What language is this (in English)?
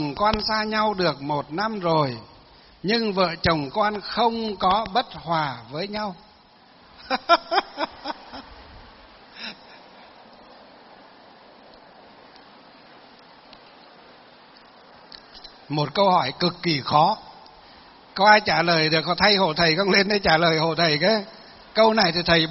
Vietnamese